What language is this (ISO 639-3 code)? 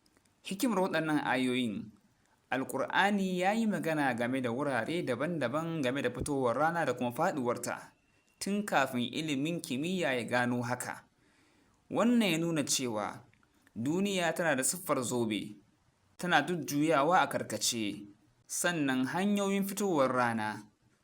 hau